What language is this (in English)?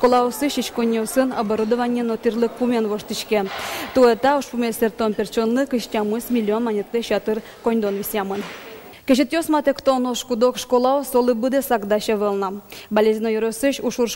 Udmurt